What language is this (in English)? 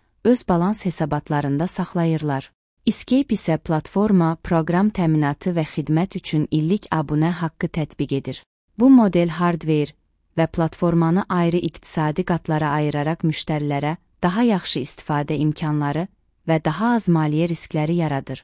Azerbaijani